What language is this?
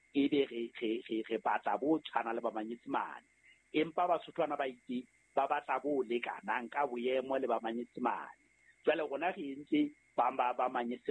Southern Sotho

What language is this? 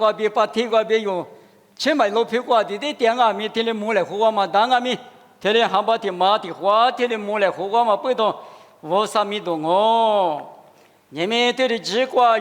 Lisu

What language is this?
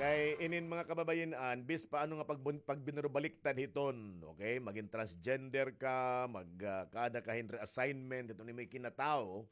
Waray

